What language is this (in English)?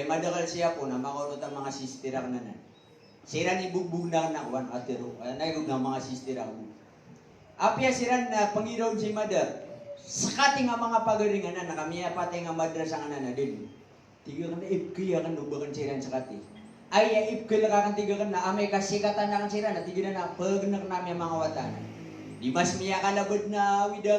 Maranao